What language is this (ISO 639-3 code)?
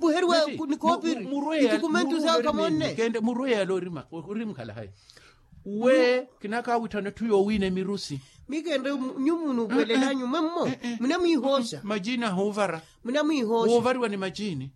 vmw